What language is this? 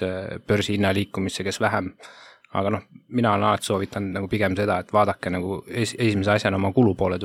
Estonian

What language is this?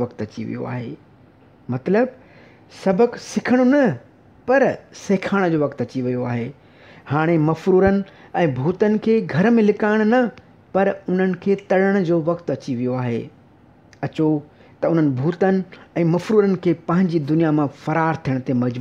Sindhi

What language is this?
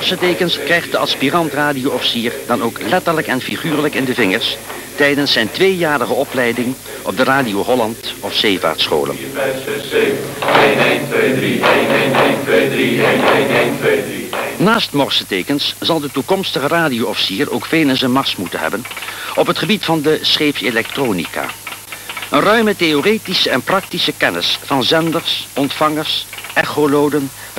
Dutch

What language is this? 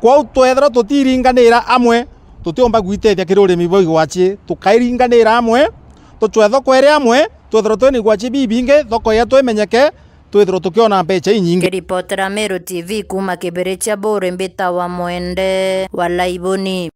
Meru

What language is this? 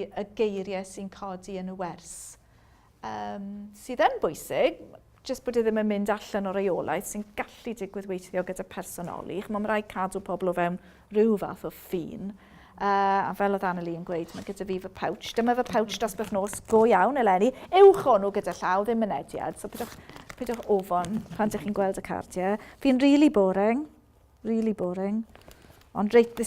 Welsh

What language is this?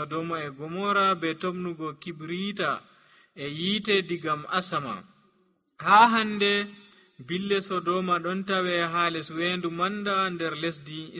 Nigerian Fulfulde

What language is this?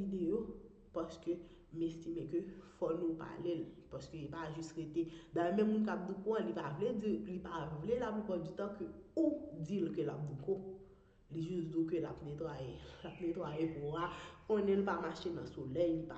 Haitian Creole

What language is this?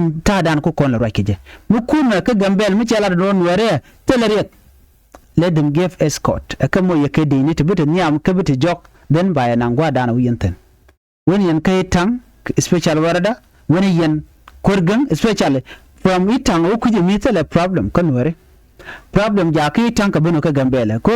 Nuer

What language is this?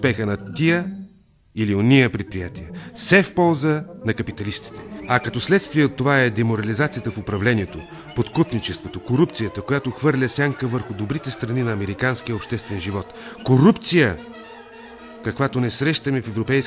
Bulgarian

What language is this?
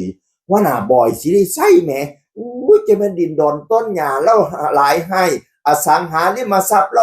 Northeastern Thai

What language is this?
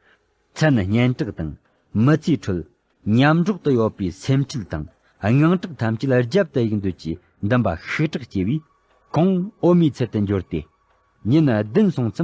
Tibetan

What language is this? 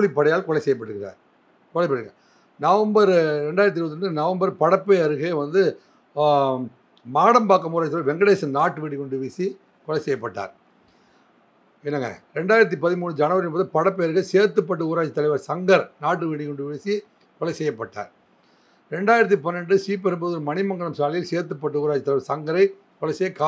Tamil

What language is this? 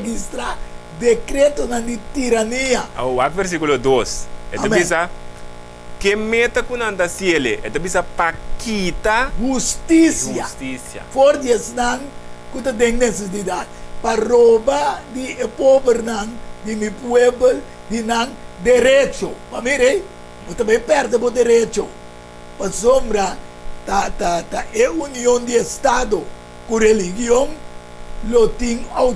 Papiamento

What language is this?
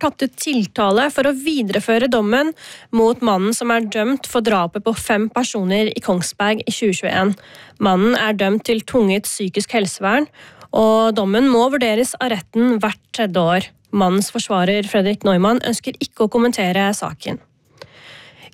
Norwegian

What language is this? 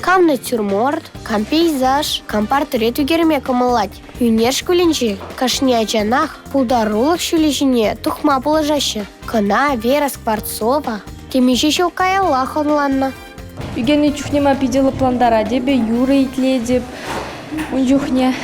Chuvash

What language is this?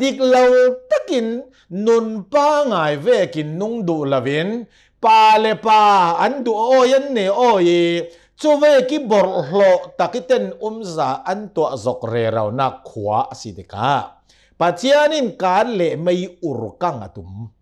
Hakha Chin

